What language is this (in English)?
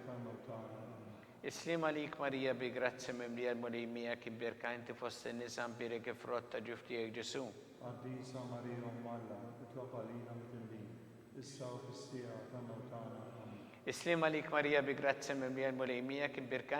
Maltese